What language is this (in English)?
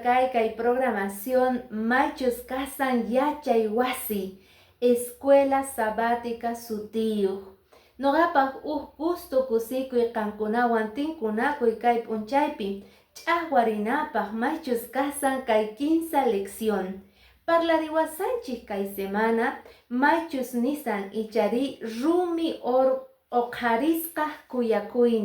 Quechua